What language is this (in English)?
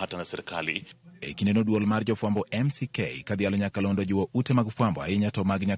Luo (Kenya and Tanzania)